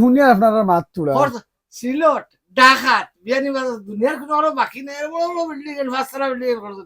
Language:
Sylheti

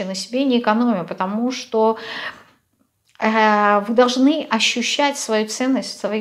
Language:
Russian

